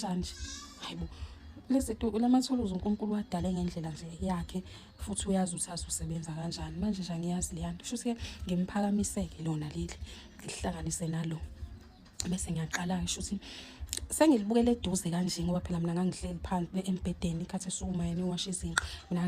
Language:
Zulu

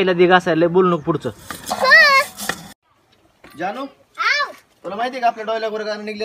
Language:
Marathi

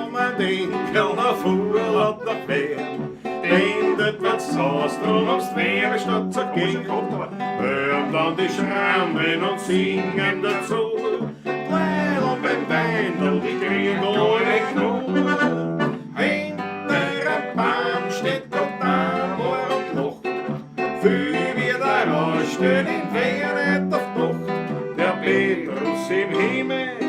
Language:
Bavarian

